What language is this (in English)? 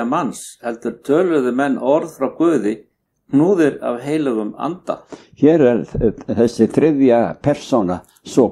Icelandic